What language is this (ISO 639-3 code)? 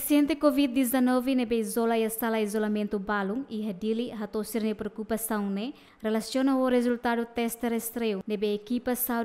tet